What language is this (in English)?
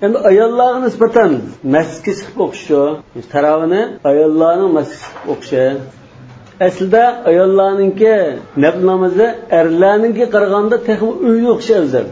Uyghur